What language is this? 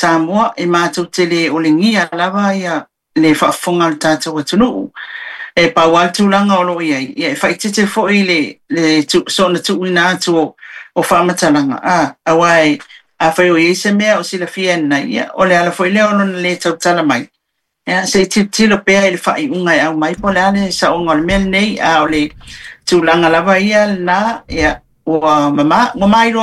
Samoan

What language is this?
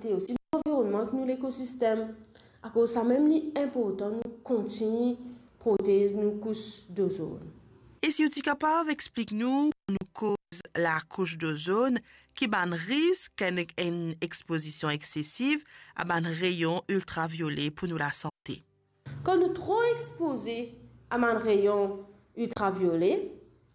Morisyen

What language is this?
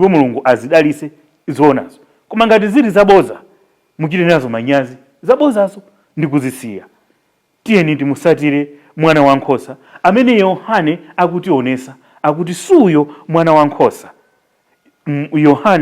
Nyanja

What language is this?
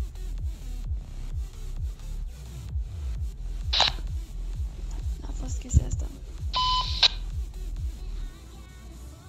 Romanian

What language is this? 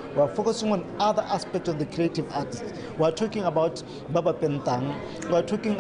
Tswana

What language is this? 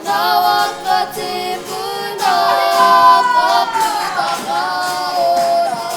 Māori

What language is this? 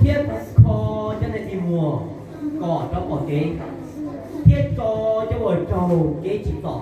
Hmong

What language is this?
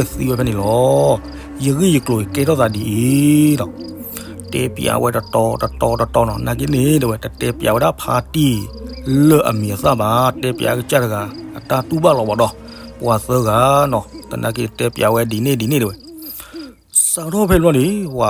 S'gaw Karen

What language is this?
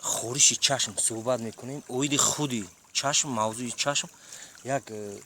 Tajik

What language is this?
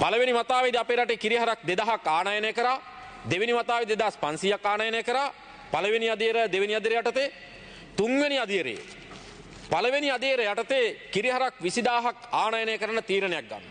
Sinhala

